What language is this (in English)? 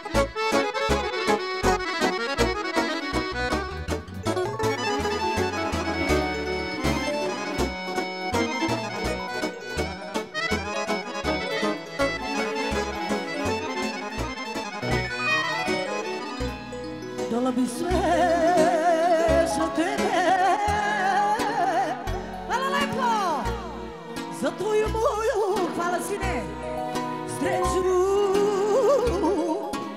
Serbian